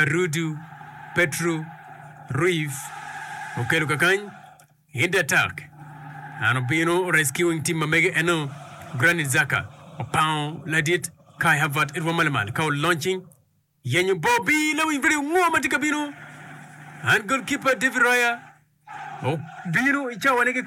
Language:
Acoli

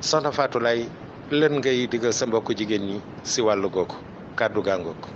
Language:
Wolof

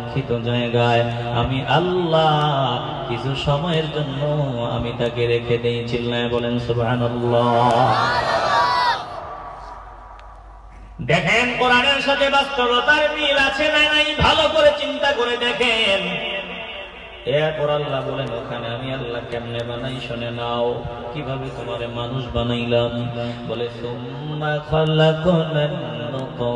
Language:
Bangla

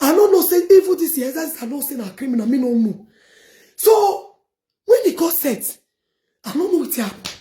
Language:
Nigerian Pidgin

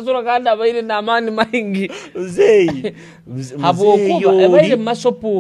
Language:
Nyoro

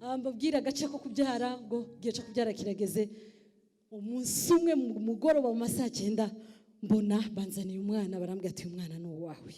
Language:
Kinyarwanda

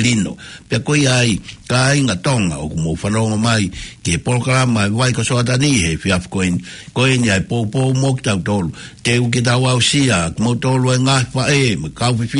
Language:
Tongan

